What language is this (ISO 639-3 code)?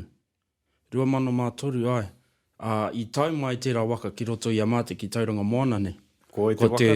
mri